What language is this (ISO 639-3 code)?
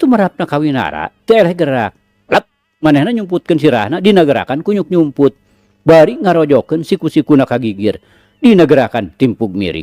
sun